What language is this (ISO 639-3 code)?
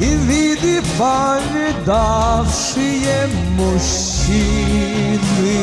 inh